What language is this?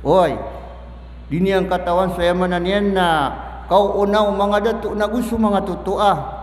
Maranao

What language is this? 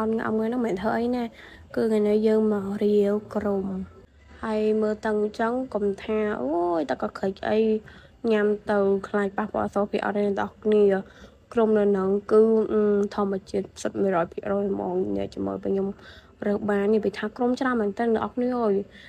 Khmer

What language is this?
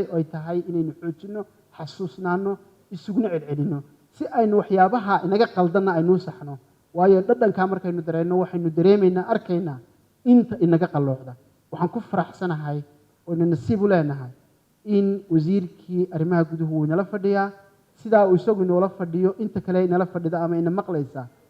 Somali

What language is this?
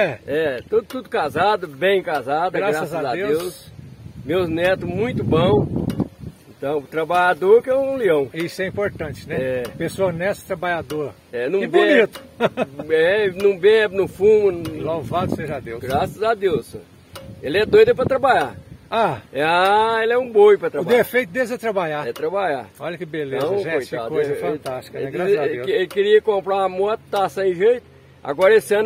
Portuguese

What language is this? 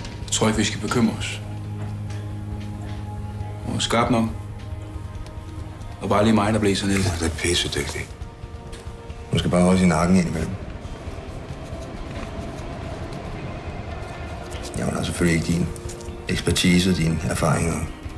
Danish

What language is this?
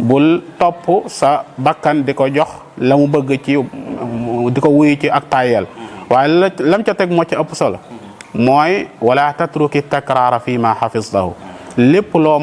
Wolof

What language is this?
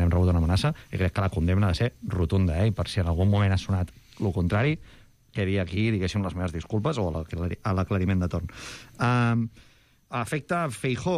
Catalan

